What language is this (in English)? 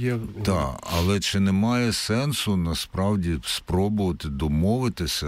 Ukrainian